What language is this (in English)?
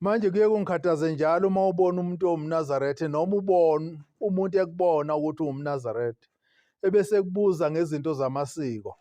Zulu